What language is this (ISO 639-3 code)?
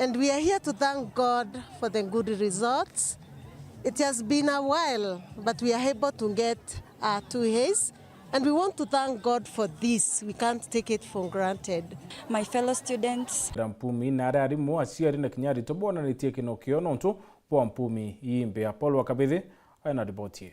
mer